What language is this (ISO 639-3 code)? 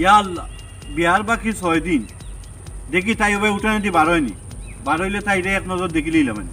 syl